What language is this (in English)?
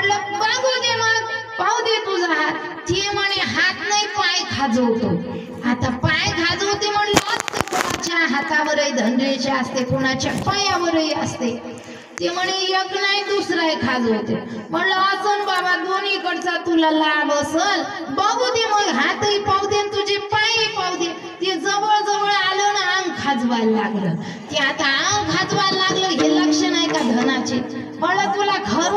Marathi